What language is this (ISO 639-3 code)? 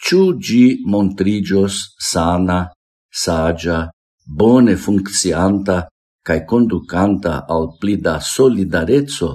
epo